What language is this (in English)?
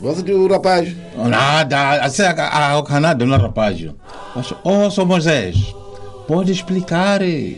Tsonga